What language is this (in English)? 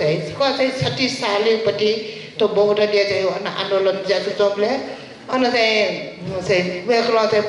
Newari